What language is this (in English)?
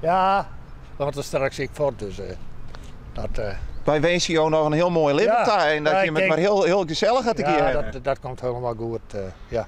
Western Frisian